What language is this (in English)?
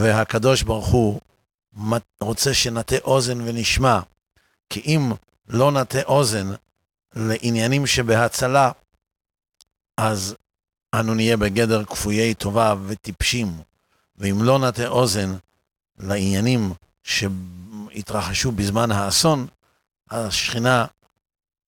Hebrew